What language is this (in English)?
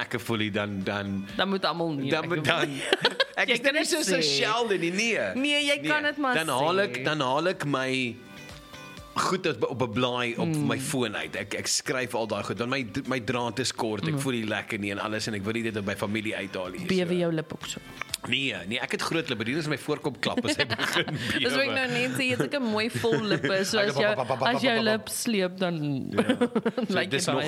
Afrikaans